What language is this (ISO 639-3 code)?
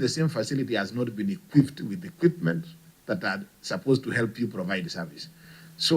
mer